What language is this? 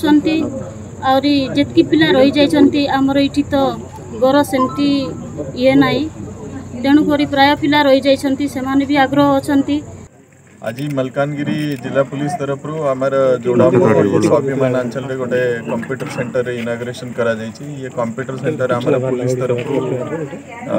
Odia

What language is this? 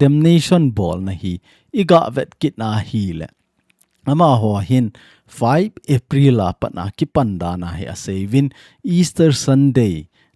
Thado Chin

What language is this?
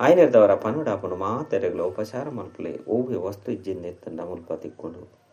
Tulu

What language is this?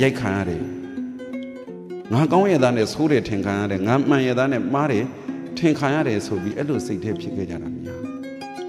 Burmese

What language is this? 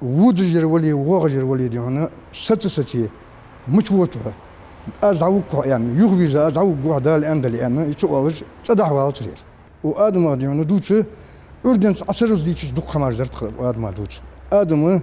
Ingush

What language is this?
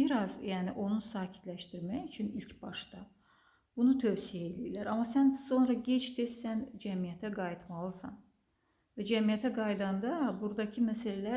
Azerbaijani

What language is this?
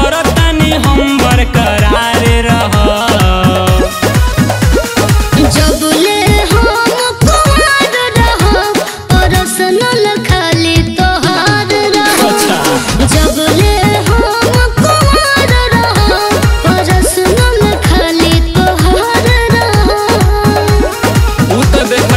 Bhojpuri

